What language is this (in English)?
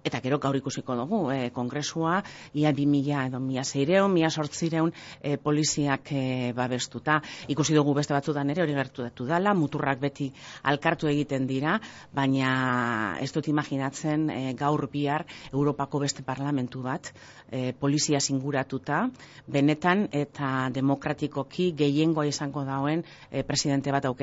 Basque